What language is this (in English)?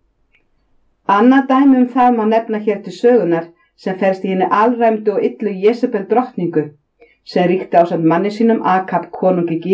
Icelandic